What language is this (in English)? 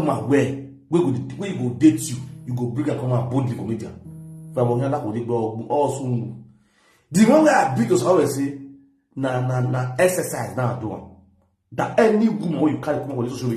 Nigerian Pidgin